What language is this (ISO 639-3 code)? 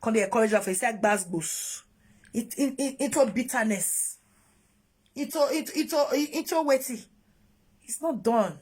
pcm